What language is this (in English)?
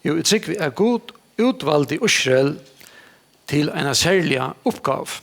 Faroese